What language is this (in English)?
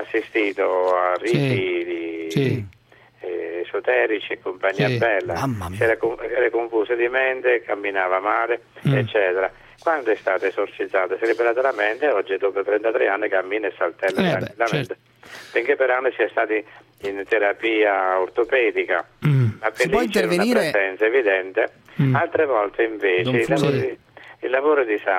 Italian